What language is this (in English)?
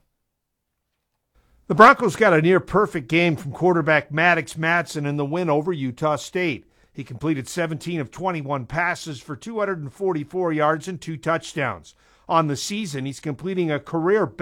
English